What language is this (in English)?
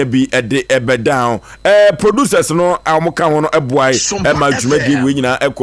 Akan